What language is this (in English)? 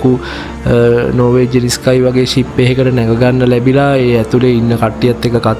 Sinhala